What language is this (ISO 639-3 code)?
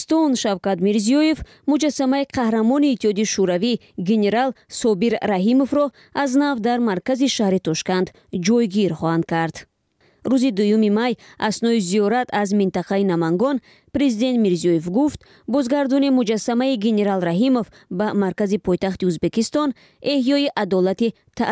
tgk